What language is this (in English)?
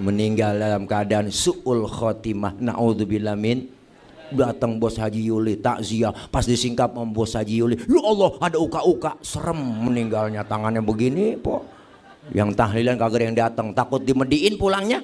Betawi